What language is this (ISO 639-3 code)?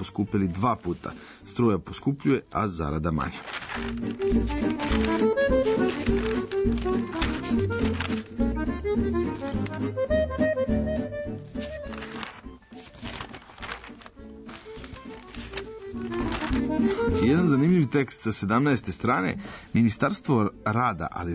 srp